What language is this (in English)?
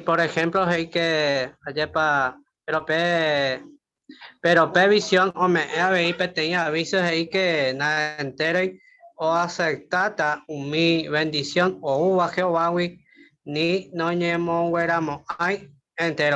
Guarani